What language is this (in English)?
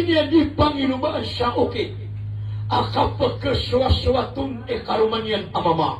Maranao